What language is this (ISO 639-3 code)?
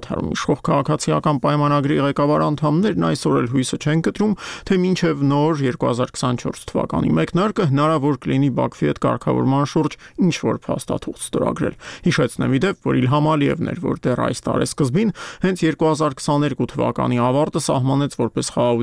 hye